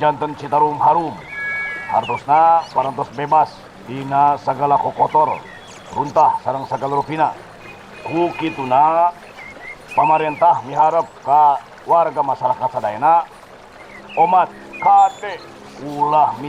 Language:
Sundanese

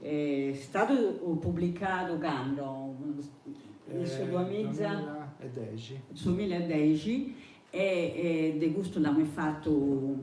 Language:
Sardinian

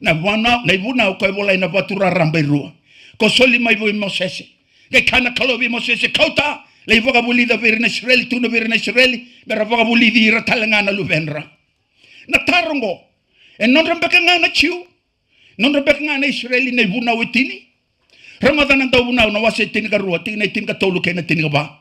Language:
Fijian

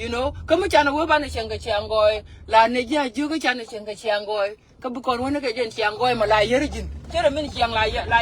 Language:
Nuer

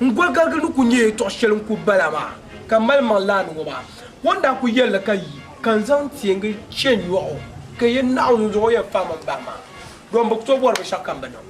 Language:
Dagbani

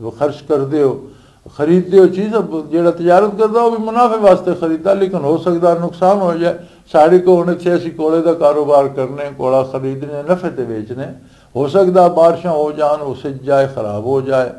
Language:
Western Panjabi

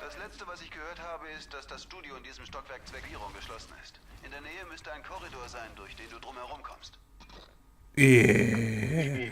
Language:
Swiss German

